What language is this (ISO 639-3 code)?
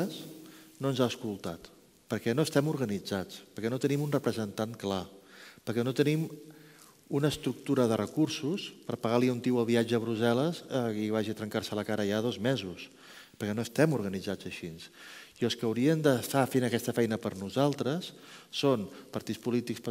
cat